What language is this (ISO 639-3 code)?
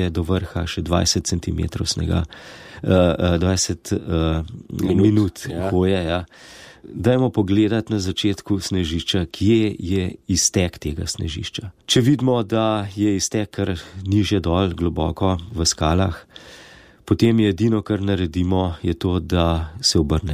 slv